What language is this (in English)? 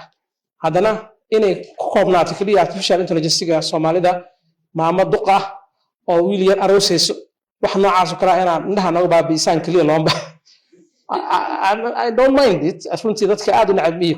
Somali